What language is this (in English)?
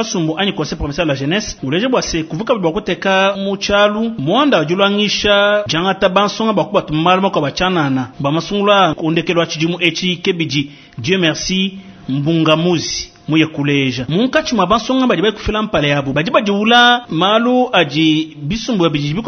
Luba-Lulua